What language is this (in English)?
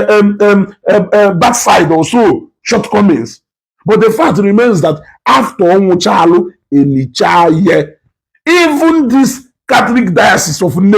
Igbo